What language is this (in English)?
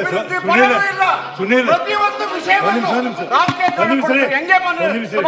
Kannada